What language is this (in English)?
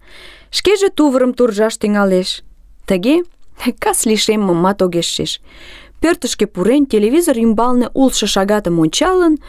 Mari